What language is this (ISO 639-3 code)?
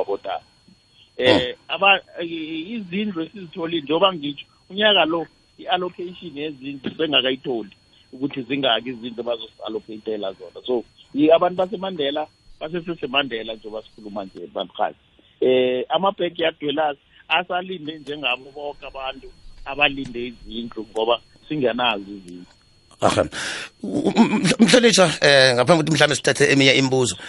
nbl